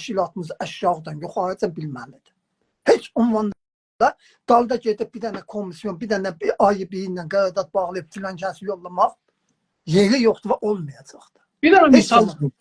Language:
South Azerbaijani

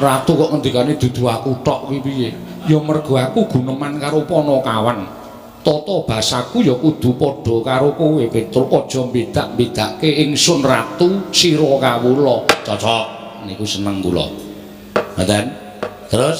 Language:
Javanese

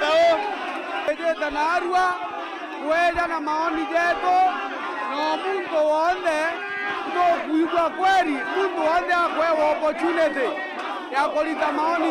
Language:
Meru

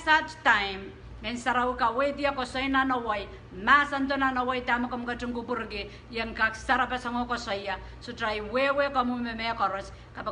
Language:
Pohnpeian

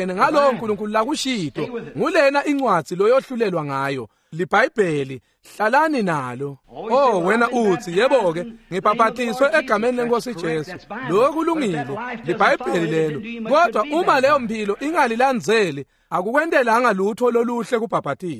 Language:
Swati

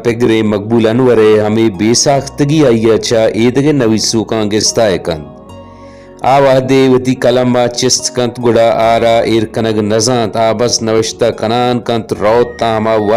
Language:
Baluchi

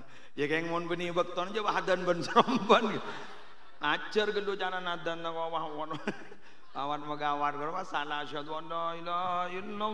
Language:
Madurese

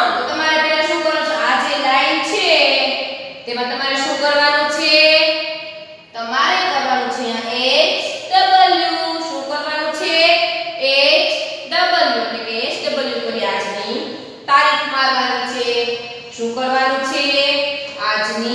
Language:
Gujarati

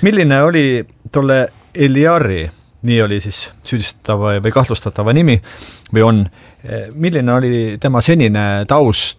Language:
Estonian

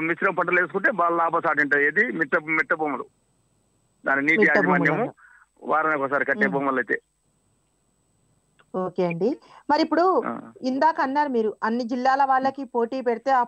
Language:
Telugu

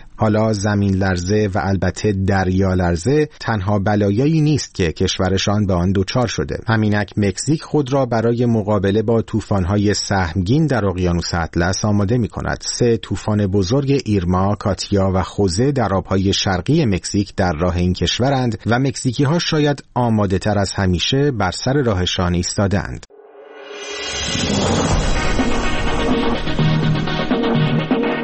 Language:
Persian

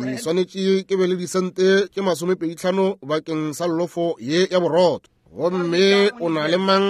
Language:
Northern Sotho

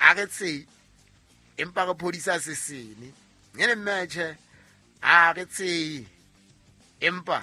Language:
Southern Sotho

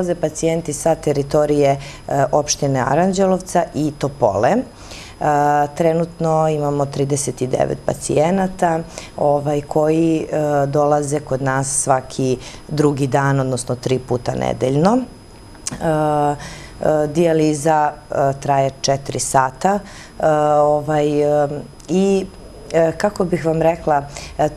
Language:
Serbian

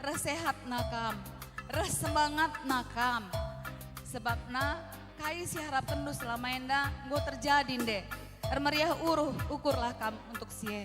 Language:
Batak Karo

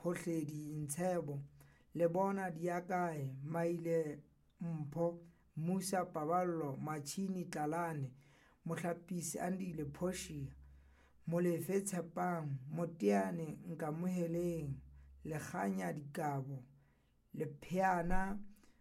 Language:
Southern Sotho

